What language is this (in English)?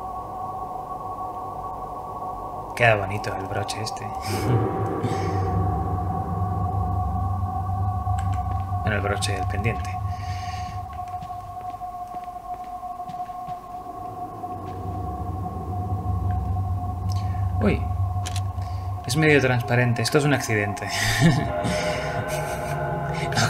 Spanish